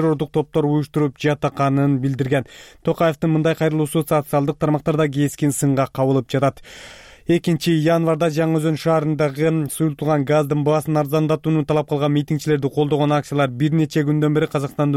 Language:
Kyrgyz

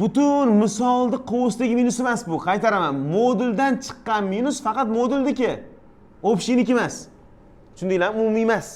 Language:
Uzbek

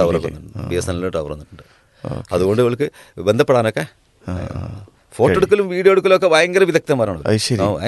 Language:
Malayalam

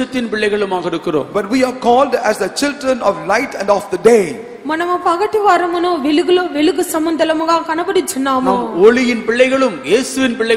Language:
Tamil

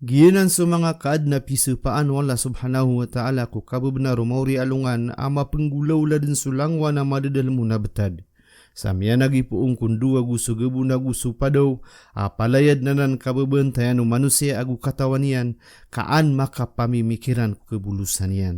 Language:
Maranao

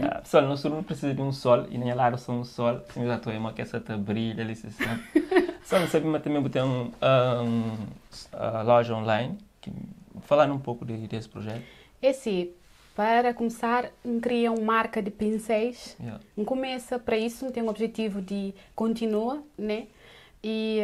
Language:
Kabuverdianu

